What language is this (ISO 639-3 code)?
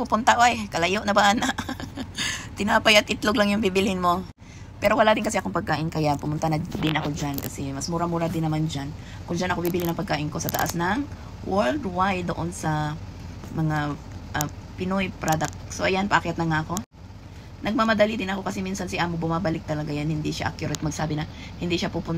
fil